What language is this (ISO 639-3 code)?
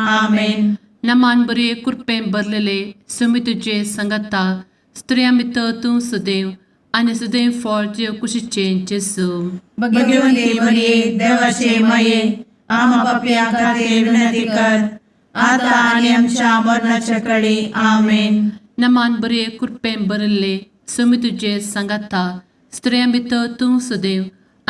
kok